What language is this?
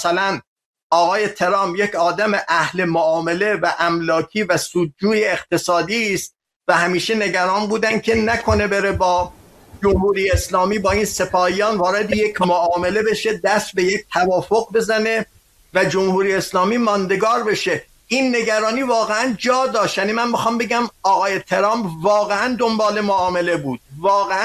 Persian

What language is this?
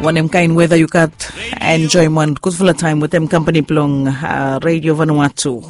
Bislama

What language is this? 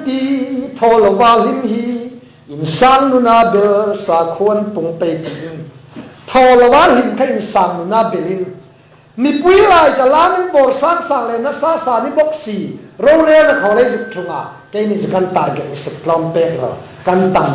Hmar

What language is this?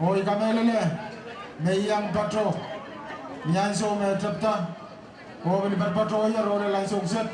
Pohnpeian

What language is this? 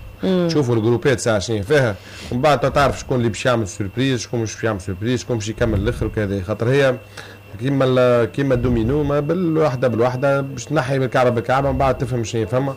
Tunisian Arabic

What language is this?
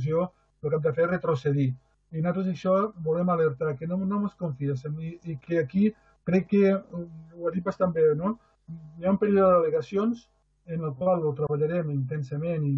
Catalan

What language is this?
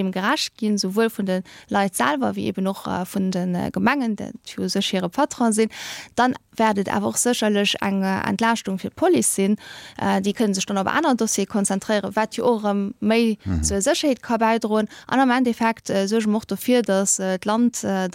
Luxembourgish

